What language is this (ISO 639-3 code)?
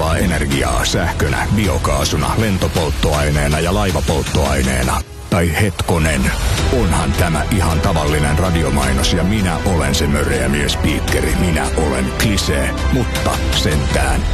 fin